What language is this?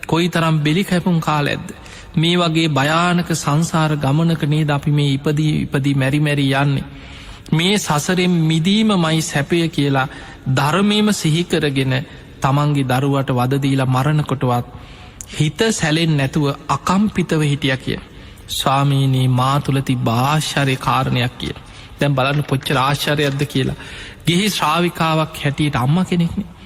Sinhala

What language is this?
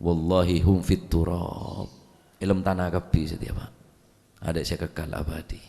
Madurese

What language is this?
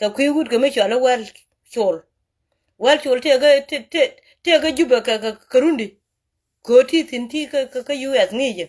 Nuer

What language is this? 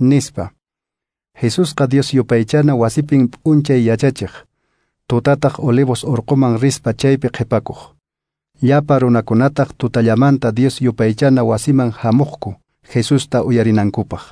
Quechua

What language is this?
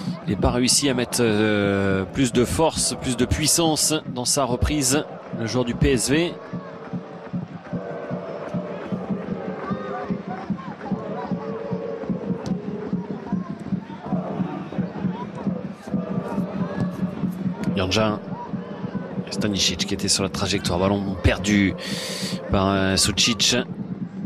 French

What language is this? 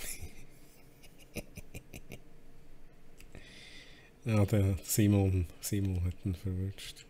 Swiss German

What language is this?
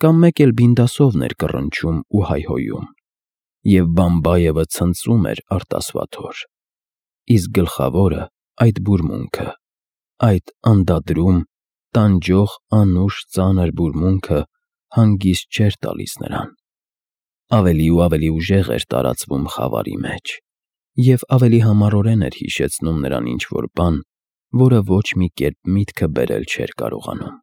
Armenian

